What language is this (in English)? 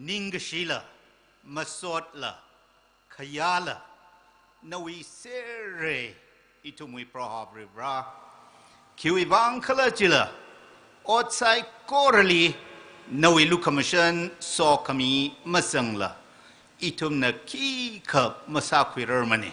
Tangkhul Naga (India)